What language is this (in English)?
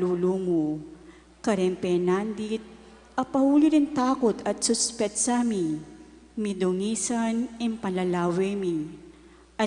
Pampanga